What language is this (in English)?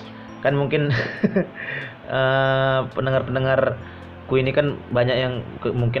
Indonesian